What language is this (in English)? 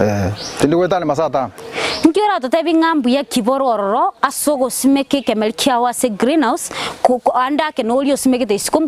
Gusii